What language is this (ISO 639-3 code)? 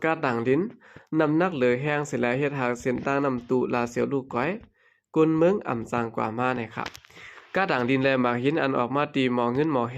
shn